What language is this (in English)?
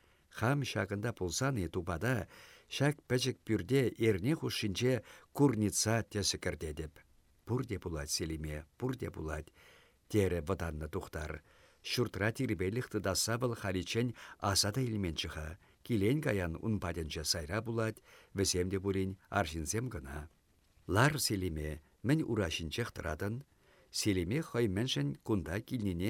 Chuvash